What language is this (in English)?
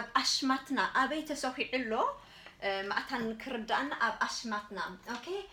Tigrinya